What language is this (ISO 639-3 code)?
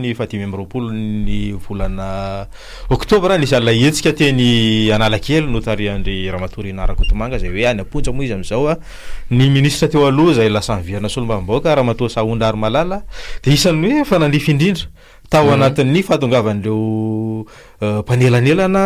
mlg